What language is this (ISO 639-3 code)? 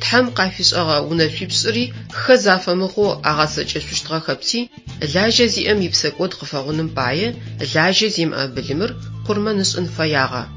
ady